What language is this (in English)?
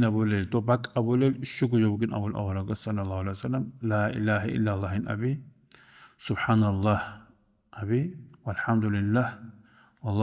Avaric